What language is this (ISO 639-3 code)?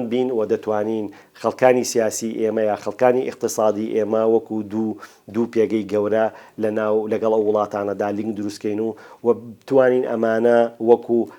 ckb